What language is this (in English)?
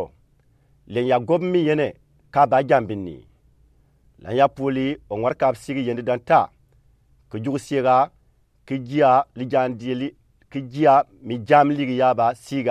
Gourmanchéma